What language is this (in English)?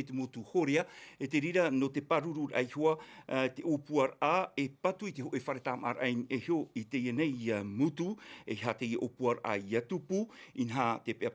Tahitian